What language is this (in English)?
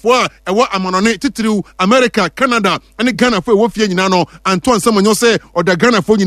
Akan